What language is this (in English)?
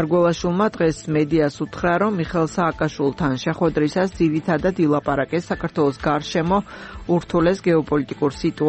Georgian